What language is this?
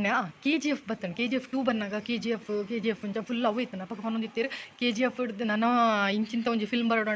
Tulu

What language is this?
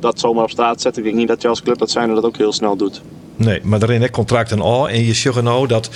Western Frisian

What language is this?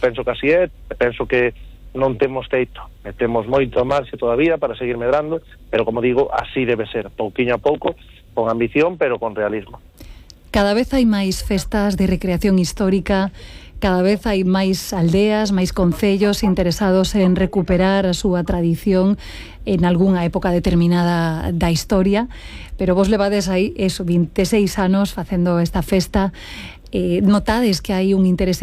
Galician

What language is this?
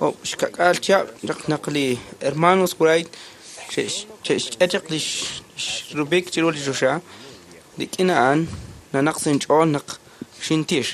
Kekchí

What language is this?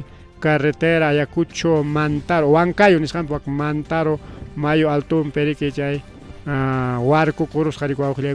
Ayacucho Quechua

